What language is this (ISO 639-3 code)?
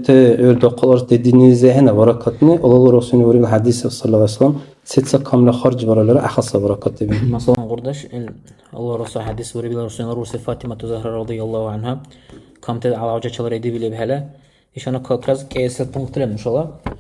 dar